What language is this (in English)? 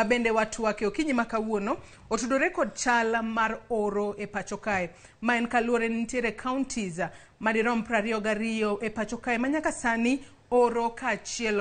Luo (Kenya and Tanzania)